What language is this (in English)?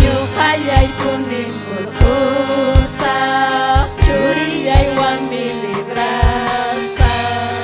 Ayacucho Quechua